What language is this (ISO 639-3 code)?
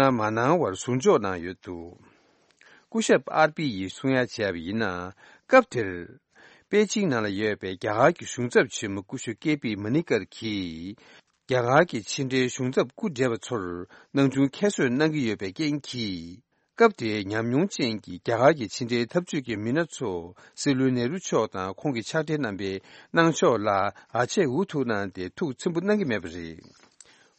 bod